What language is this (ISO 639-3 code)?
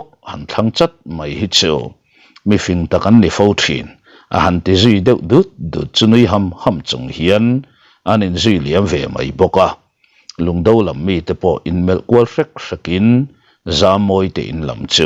lus